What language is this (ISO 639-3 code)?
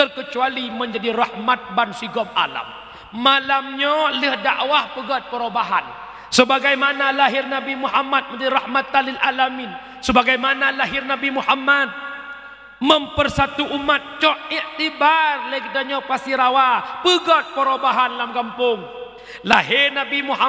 ace